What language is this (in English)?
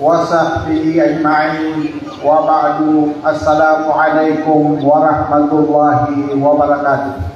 Maranao